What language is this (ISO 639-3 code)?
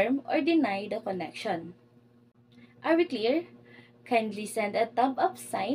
eng